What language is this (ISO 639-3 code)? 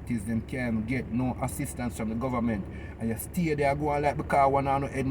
jam